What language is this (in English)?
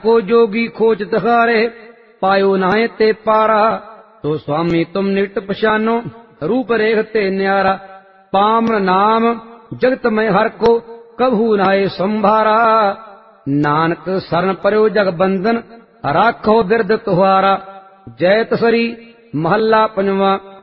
Punjabi